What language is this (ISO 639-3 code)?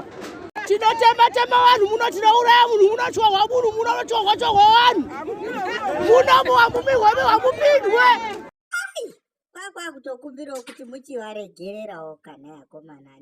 sna